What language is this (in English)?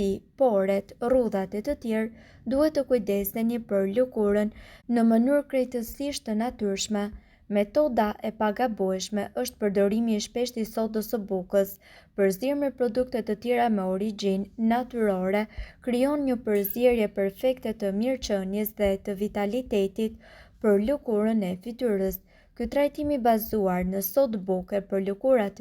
Albanian